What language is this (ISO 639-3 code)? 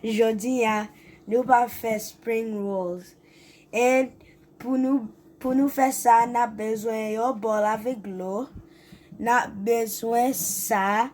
hat